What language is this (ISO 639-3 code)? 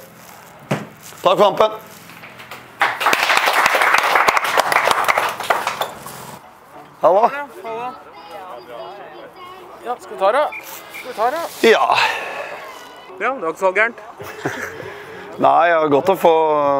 nor